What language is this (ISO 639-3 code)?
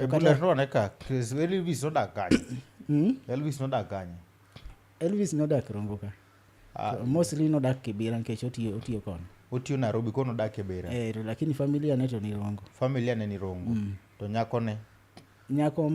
luo